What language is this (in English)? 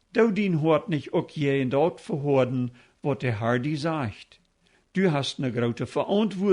Plautdietsch